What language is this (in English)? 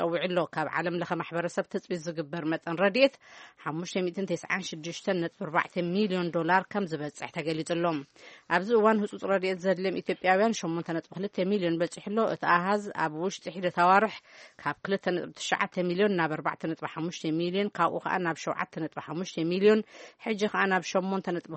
Tigrinya